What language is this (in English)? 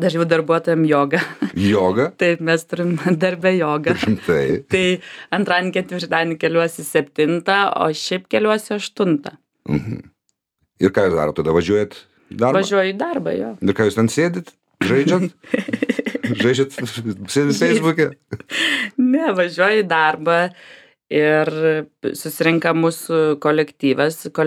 Lithuanian